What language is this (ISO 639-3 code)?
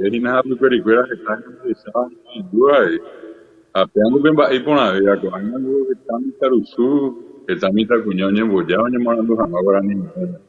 grn